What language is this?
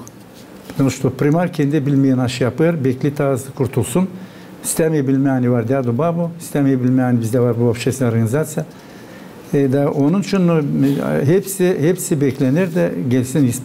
Gagauz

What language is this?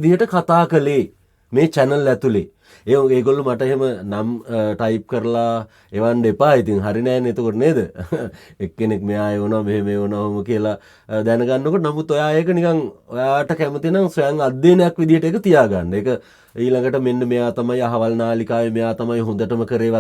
Sinhala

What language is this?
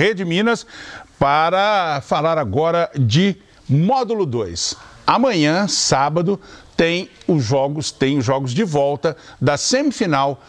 Portuguese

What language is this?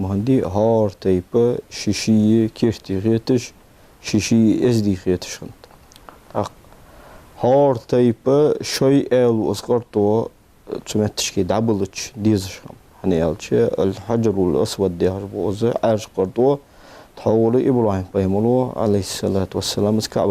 Ingush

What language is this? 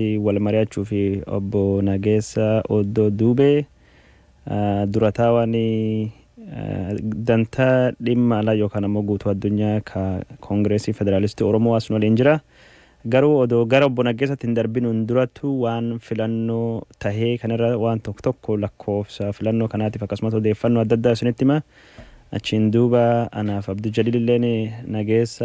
Oromo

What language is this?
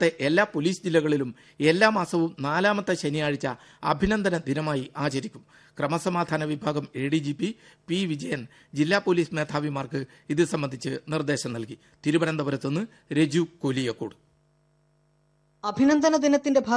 Malayalam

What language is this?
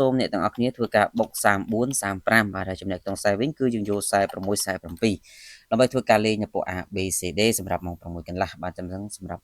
Khmer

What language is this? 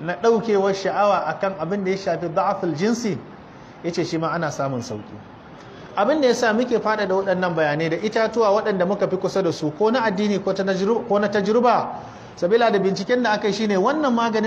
Hausa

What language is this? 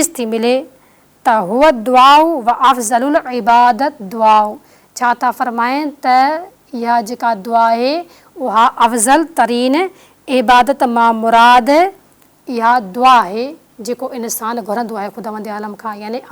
Sindhi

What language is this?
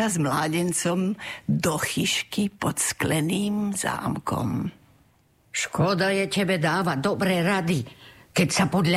Slovak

